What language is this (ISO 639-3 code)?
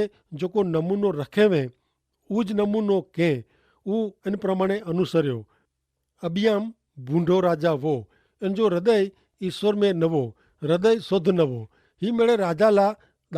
kfr